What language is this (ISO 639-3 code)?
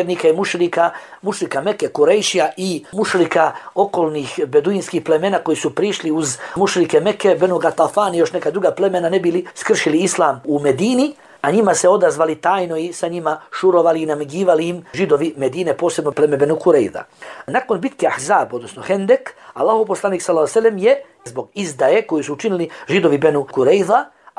bos